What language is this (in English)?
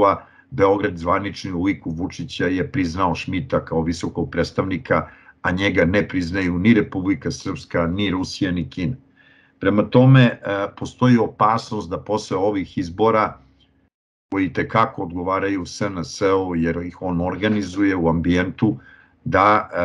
Serbian